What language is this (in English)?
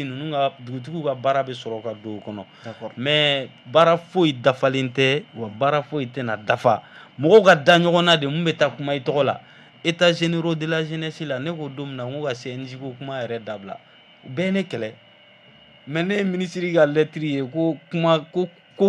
Bambara